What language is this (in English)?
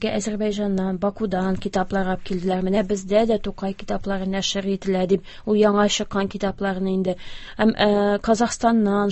Tatar